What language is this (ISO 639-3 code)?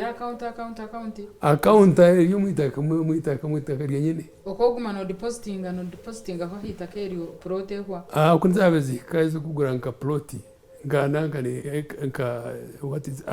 nyn